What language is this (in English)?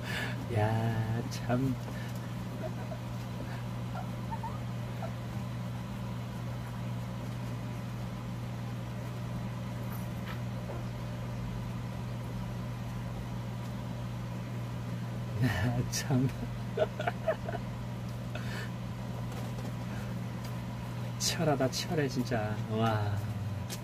Korean